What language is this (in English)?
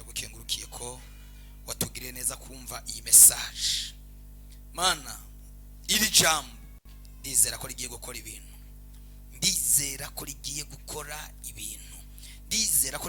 Rundi